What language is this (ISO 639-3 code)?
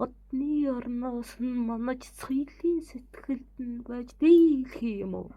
mon